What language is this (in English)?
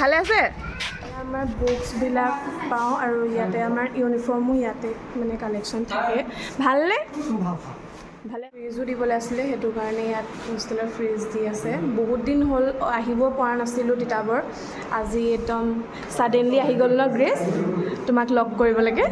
Assamese